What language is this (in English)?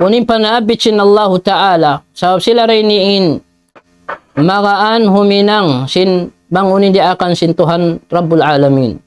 Tausug